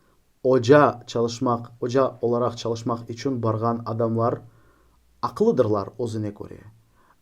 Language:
Crimean Tatar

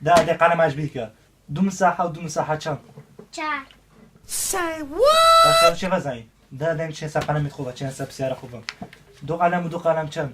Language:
Kurdish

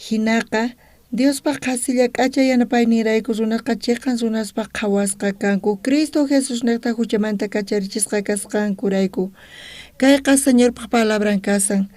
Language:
South Bolivian Quechua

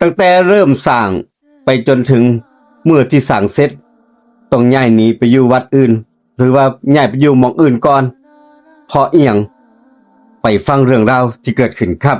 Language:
Northeastern Thai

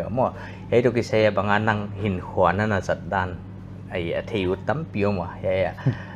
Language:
Paite Chin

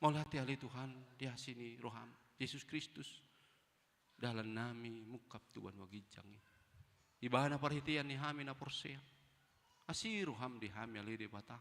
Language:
Batak Toba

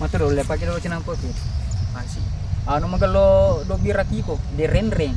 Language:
Buginese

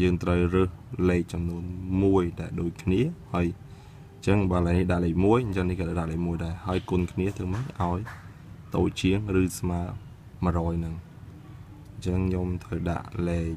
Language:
Khmer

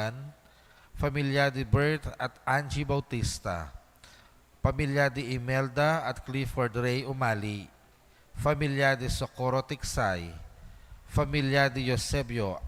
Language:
Pampanga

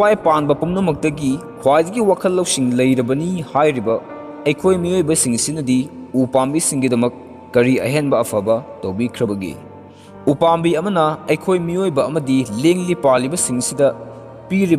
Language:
Manipuri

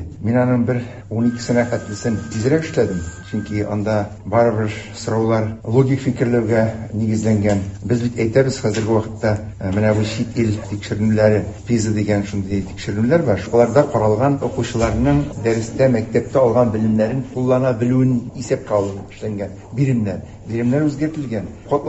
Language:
Tatar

